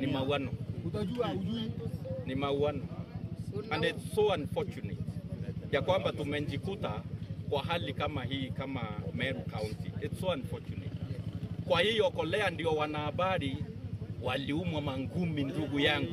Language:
Meru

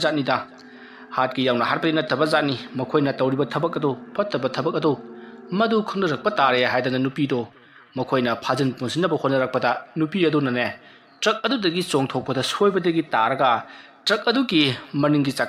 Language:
Manipuri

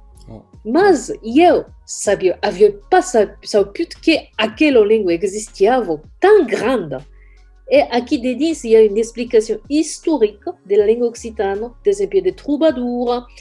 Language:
Occitan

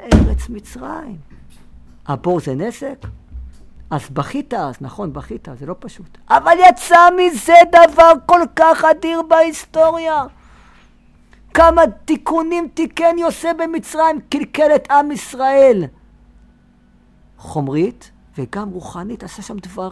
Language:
Hebrew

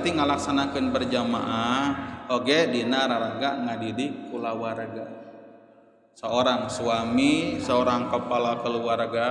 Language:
Sundanese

